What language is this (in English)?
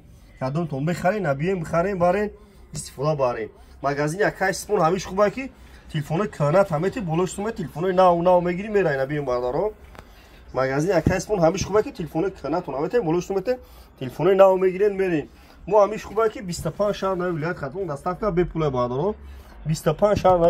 Tajik